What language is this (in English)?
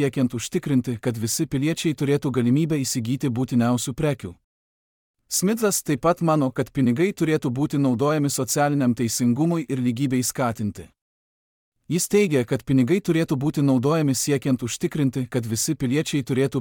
Lithuanian